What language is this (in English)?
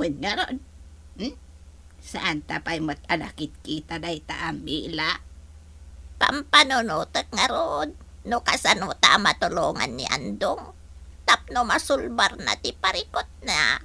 Iloko